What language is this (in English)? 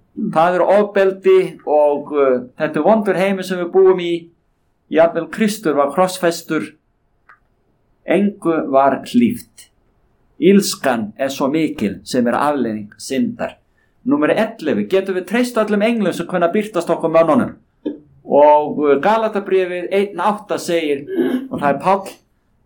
Icelandic